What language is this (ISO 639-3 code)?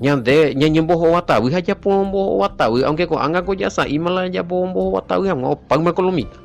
grn